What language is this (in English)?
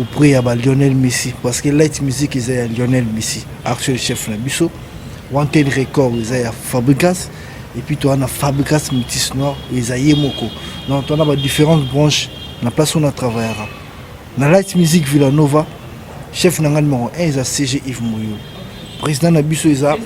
Lingala